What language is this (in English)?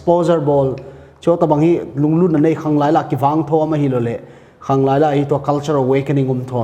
Paite Chin